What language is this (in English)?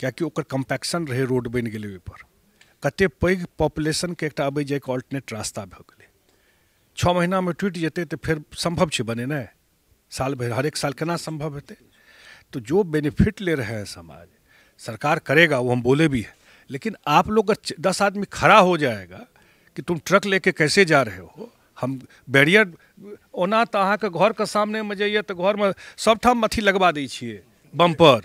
Maithili